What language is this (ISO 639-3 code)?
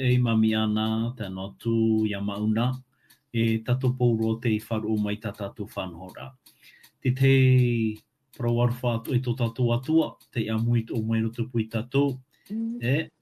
tah